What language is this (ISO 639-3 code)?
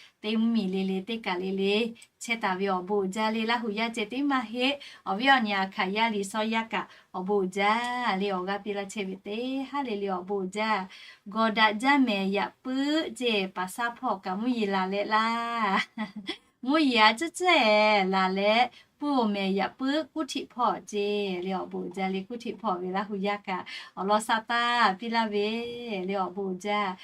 lhu